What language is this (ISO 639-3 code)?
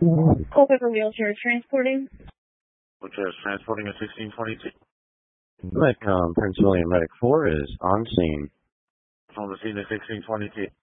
eng